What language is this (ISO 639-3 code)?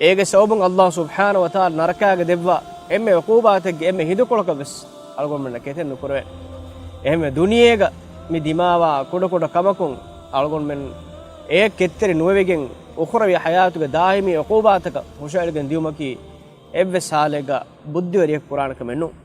div